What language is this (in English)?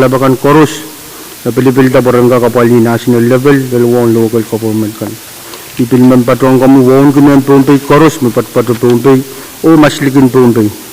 Pohnpeian